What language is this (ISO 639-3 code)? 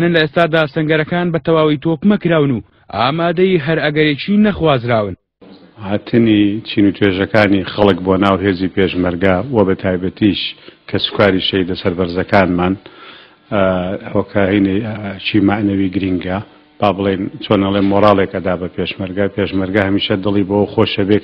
ckb